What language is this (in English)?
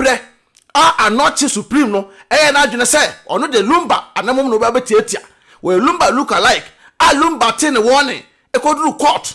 Akan